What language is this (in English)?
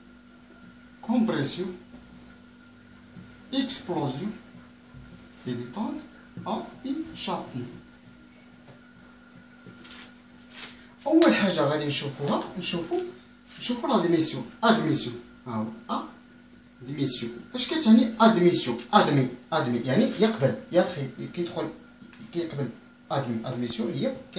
Moroccan Arabic